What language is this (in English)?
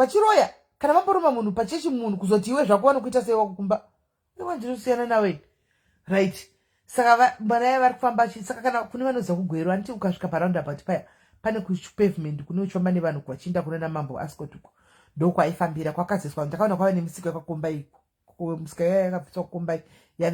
Shona